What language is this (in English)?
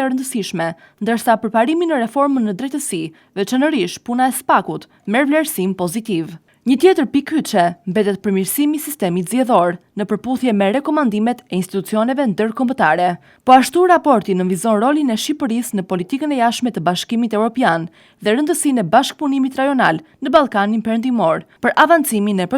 Albanian